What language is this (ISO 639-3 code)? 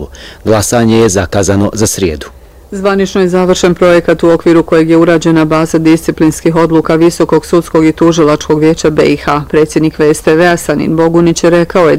bos